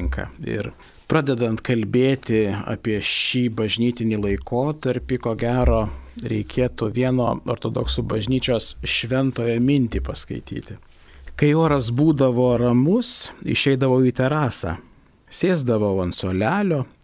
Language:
Lithuanian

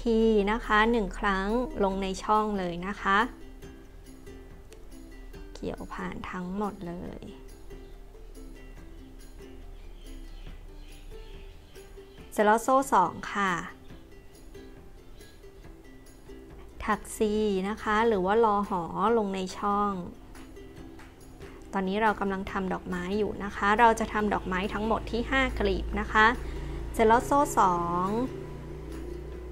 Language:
Thai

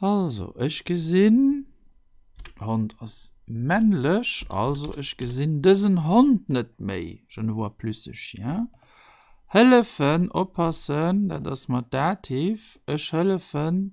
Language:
Luxembourgish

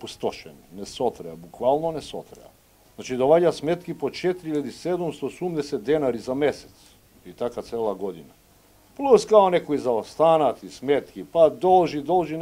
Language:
Macedonian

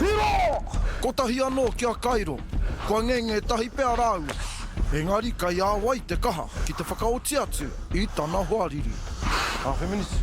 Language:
Māori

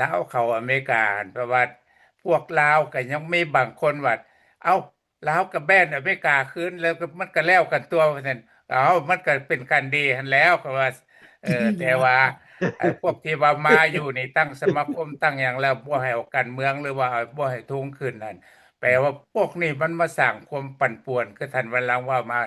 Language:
Lao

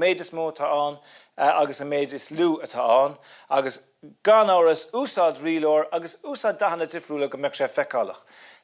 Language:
Irish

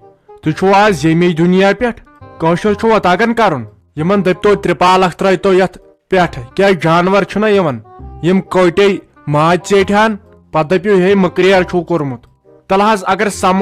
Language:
Kashmiri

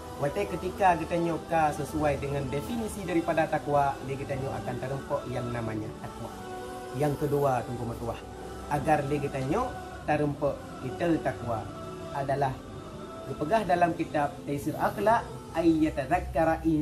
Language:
Achinese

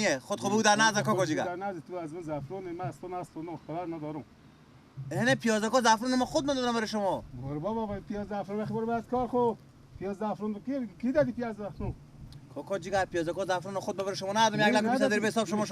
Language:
Persian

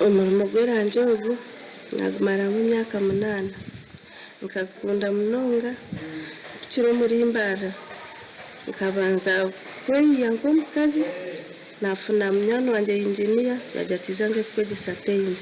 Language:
Nyankole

